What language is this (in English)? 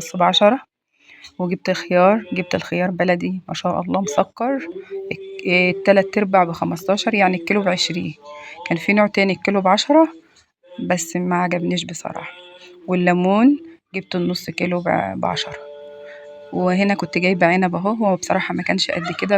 Egyptian Arabic